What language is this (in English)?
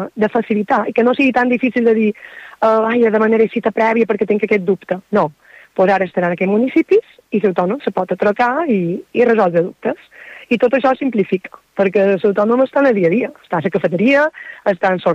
Catalan